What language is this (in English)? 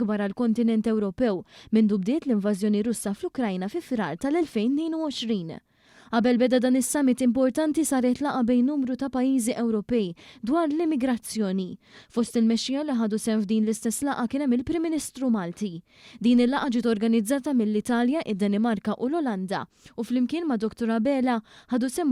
Maltese